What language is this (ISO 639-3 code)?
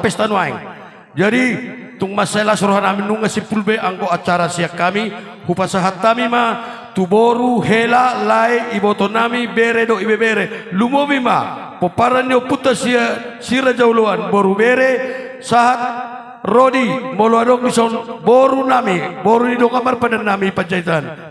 bbc